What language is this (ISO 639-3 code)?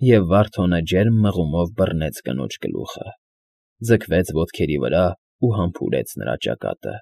hye